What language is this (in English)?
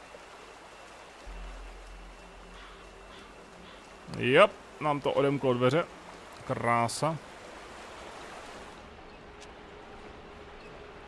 Czech